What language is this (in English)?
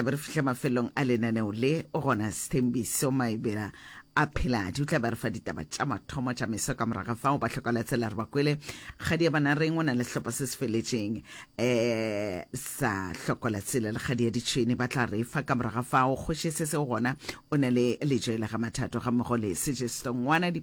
Northern Sotho